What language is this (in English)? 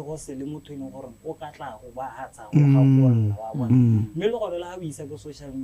Tswana